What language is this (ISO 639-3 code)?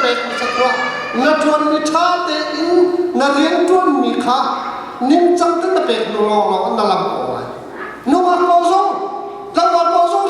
cnh